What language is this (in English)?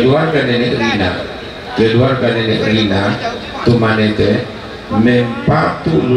Toraja-Sa'dan